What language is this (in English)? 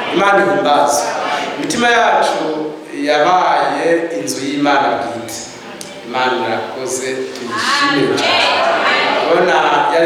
Rundi